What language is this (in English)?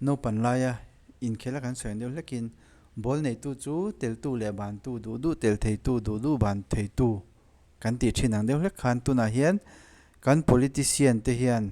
Mizo